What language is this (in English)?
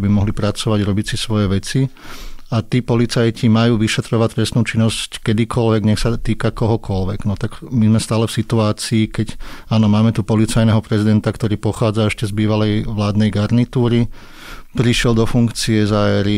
Slovak